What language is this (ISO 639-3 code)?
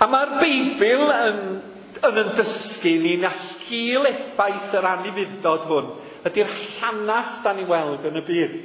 cym